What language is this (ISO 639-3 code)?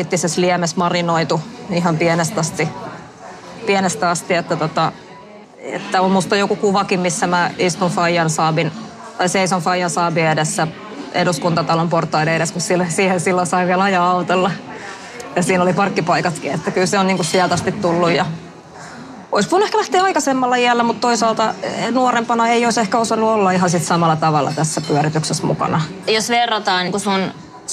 fin